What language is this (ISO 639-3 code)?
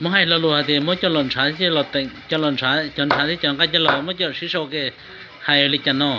hmn